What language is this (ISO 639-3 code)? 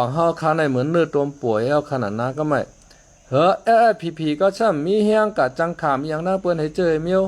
shn